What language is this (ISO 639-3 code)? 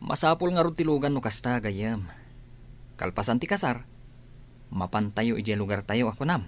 ilo